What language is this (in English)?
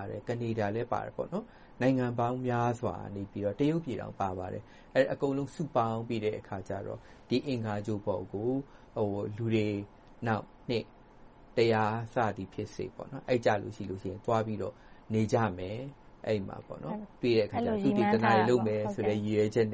Burmese